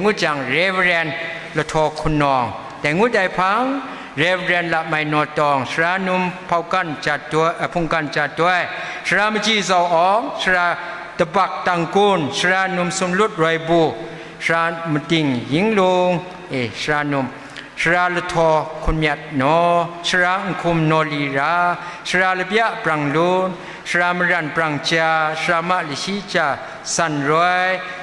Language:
Kachin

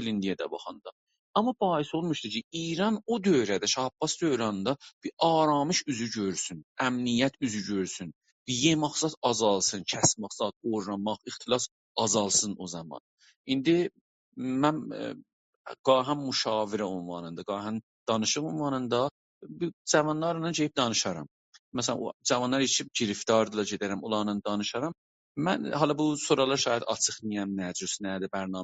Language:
South Azerbaijani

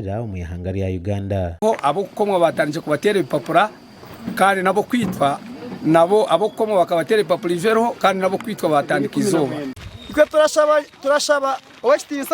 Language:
Nyankole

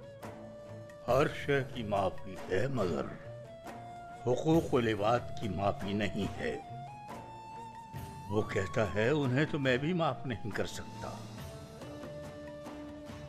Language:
Urdu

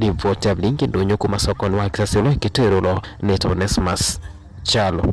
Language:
Kamba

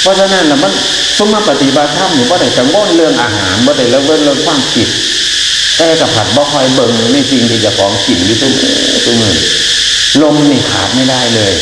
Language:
Northeastern Thai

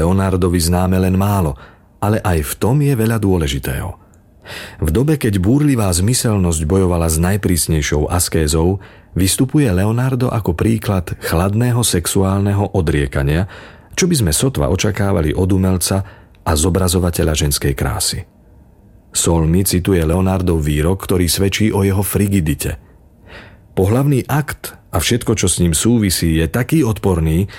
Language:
Slovak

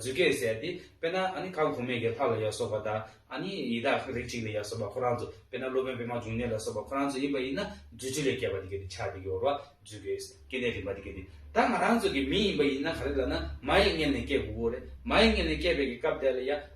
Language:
Tibetan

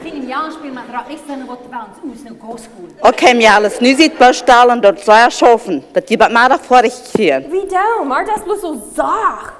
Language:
Plautdietsch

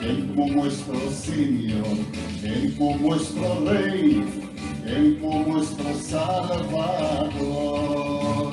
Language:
Ladino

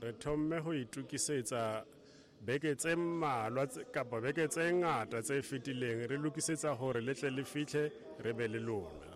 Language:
Tswana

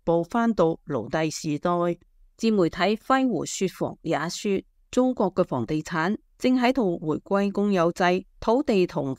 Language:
Cantonese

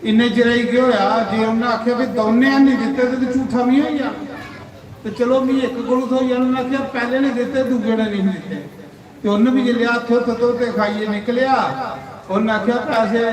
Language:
Dogri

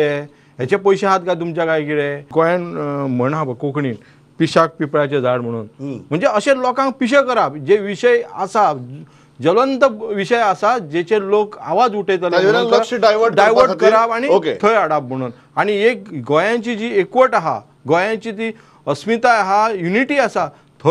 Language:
Konkani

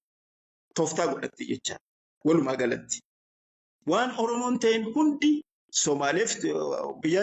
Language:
Oromo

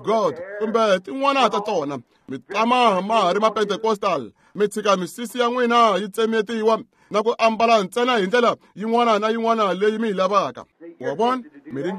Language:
Tsonga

